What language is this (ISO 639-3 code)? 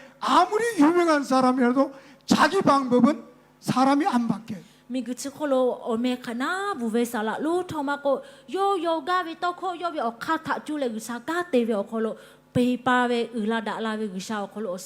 lhu